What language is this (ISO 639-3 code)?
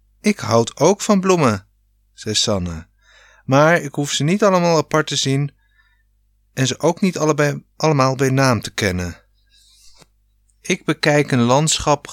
nld